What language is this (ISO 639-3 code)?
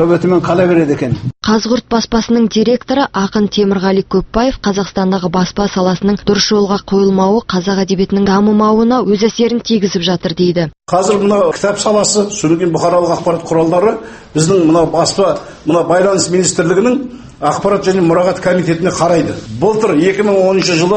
kaz